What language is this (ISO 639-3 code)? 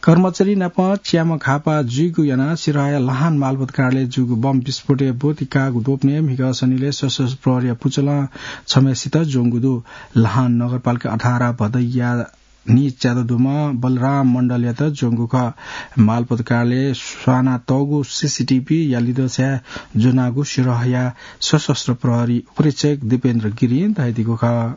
new